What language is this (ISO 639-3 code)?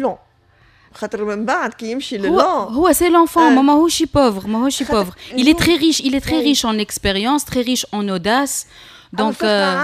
aeb